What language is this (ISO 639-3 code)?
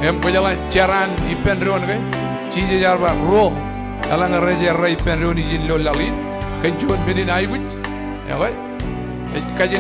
mah